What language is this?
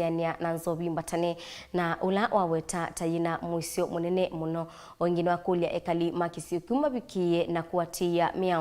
Kamba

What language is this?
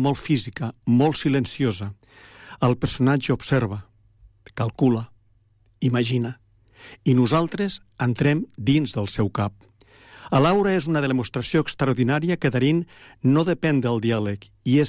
Catalan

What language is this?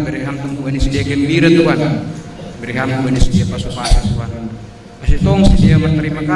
Batak Simalungun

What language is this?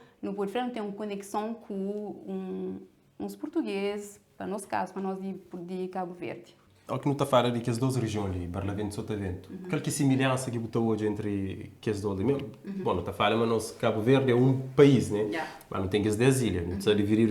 Kabuverdianu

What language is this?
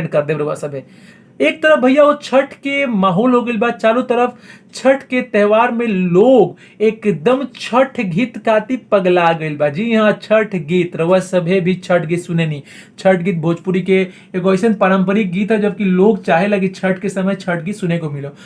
Bhojpuri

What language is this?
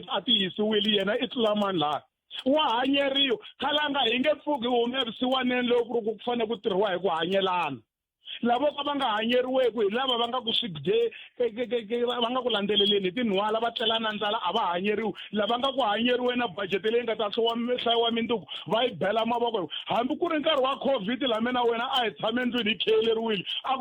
Tsonga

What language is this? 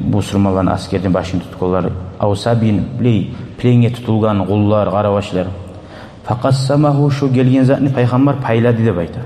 Kumyk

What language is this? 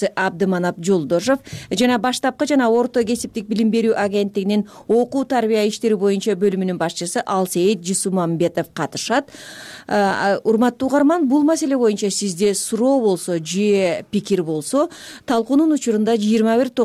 Kyrgyz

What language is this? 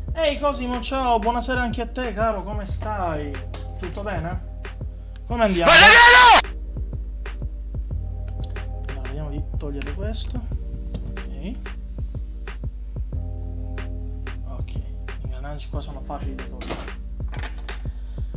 Italian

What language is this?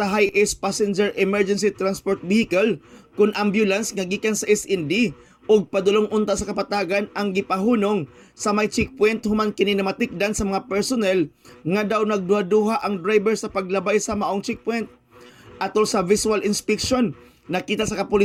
Cebuano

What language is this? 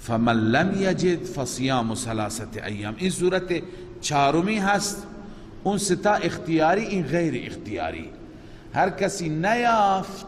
Persian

